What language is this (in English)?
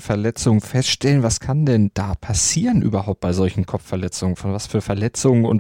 German